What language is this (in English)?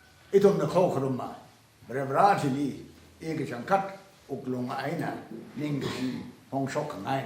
Tangkhul Naga (India)